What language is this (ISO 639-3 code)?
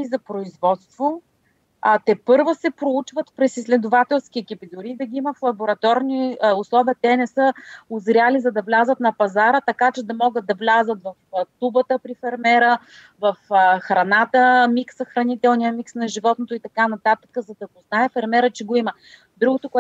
bul